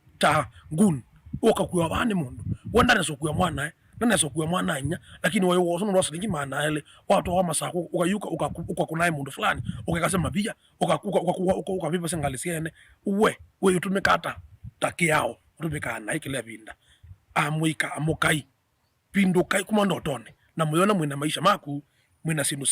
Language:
Kamba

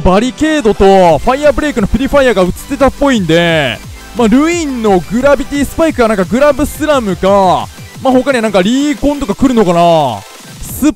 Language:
Japanese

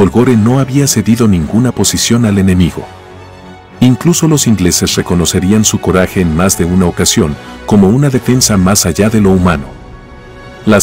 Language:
Spanish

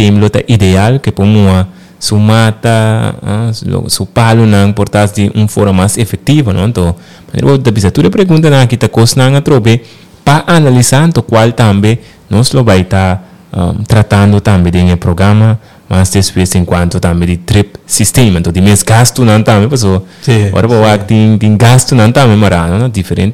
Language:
Papiamento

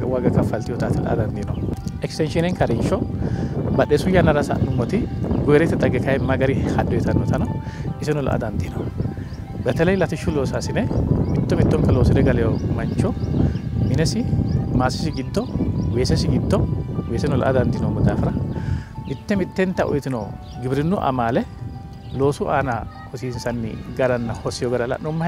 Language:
Sidamo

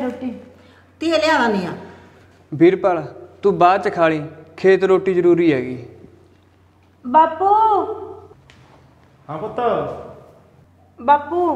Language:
Punjabi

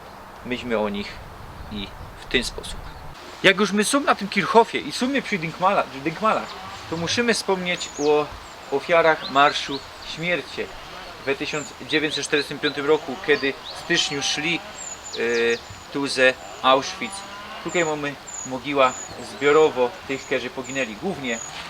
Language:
Silesian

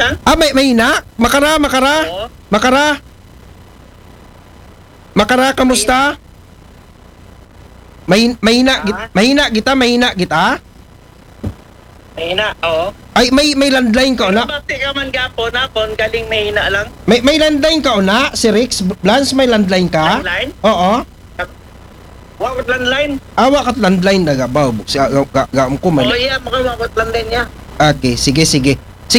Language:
Filipino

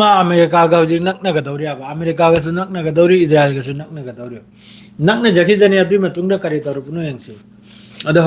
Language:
Manipuri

